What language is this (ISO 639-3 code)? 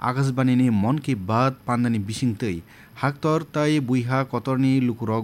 trp